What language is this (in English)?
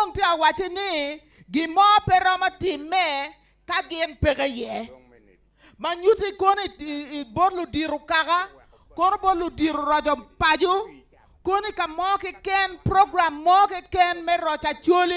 Acoli